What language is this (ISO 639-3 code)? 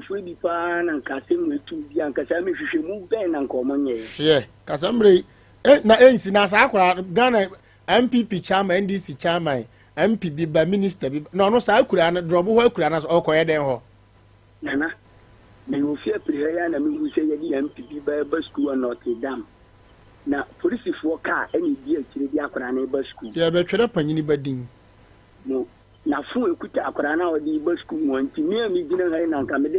aka